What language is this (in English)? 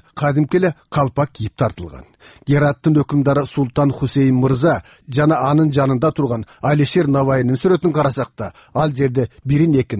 Kyrgyz